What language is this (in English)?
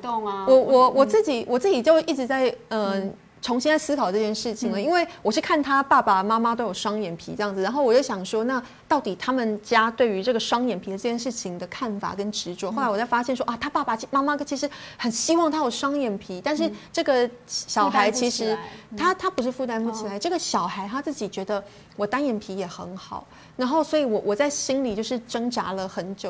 Chinese